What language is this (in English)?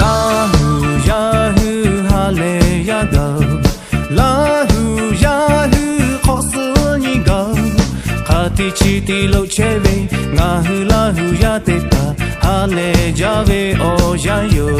Lahu